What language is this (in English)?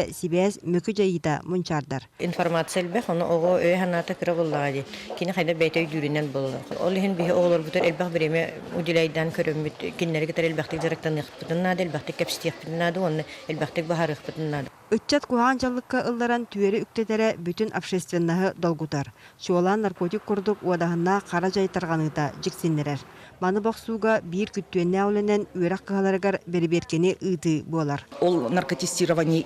Yakut